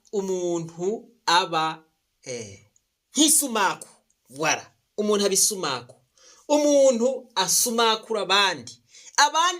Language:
Rundi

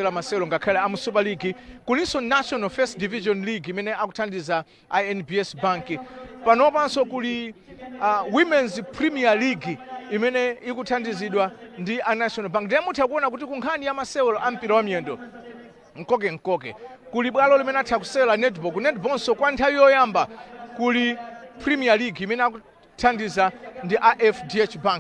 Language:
Nyanja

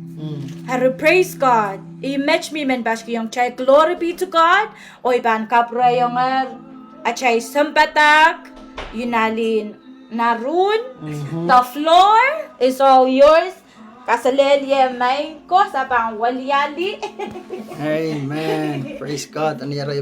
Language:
Pohnpeian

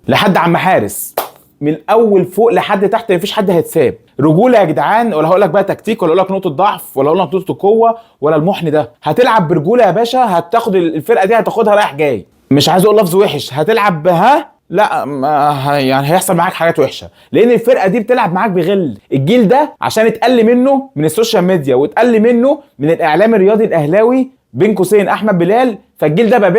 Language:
Egyptian Arabic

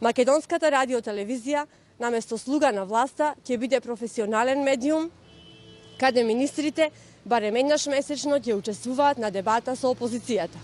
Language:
Macedonian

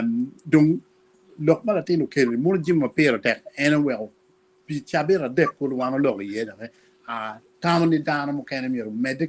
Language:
Acoli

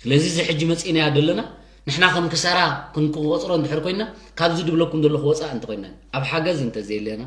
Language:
Tigrinya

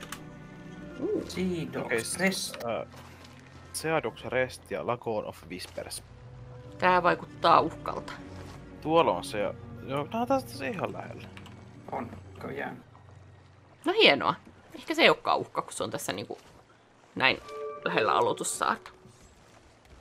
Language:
Finnish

